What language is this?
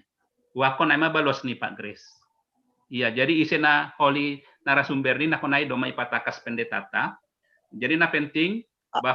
Batak Simalungun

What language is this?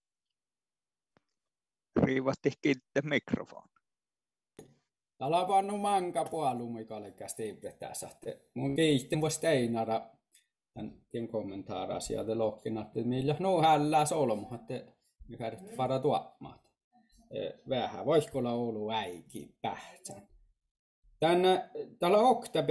Finnish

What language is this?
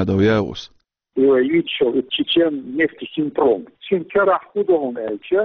Chechen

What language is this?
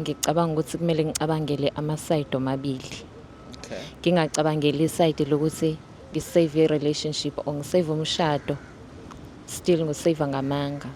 Zulu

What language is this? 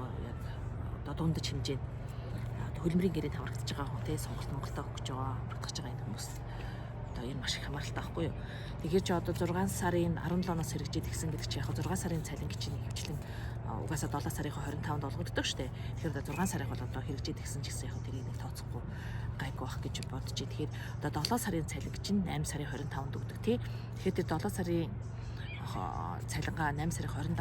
Mongolian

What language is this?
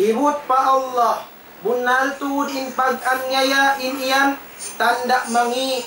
Tausug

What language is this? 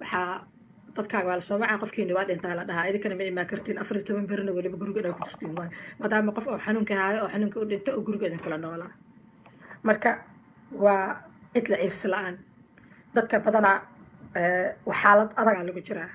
Somali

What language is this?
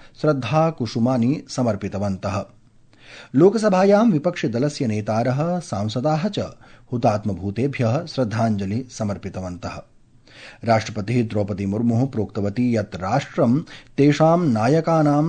Sanskrit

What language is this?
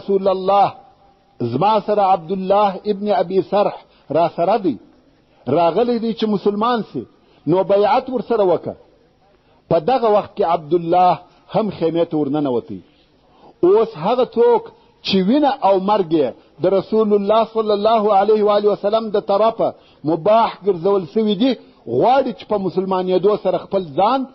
Pashto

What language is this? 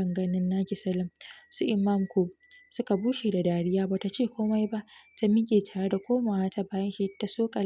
Hausa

